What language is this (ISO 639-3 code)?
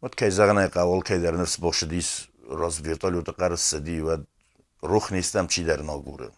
oss